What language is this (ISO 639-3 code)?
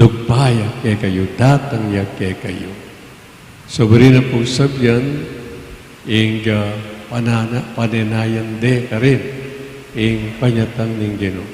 pam